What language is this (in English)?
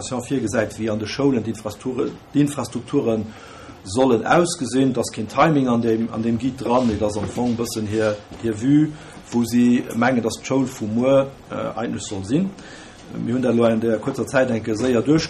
Luxembourgish